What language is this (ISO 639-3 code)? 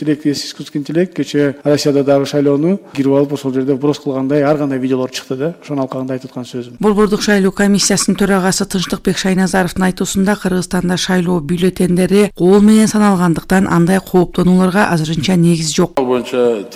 kir